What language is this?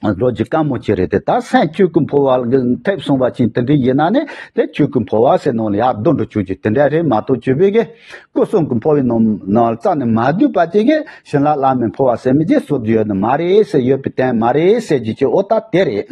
Tibetan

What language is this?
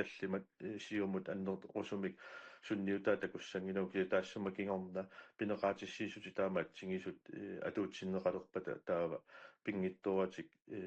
Kalaallisut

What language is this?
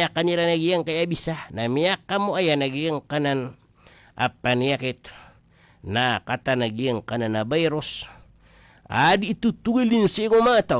Maranao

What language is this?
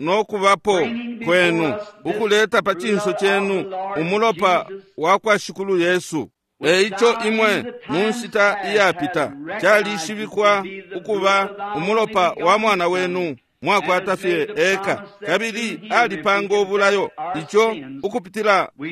Bemba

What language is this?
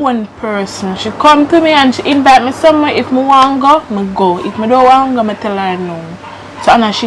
Jamaican Creole English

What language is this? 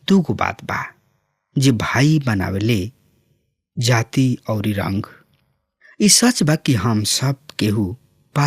Bhojpuri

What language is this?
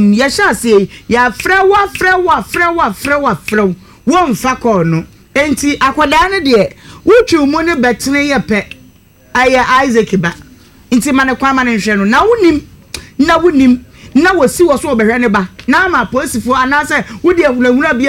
Akan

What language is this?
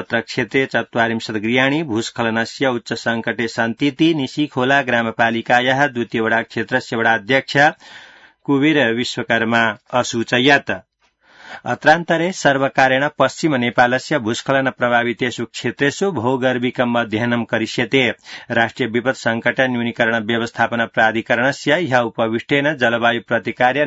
Sanskrit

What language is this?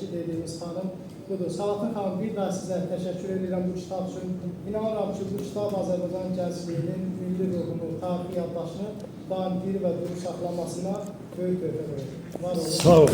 Azerbaijani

